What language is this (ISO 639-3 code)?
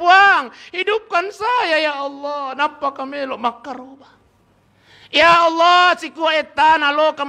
bug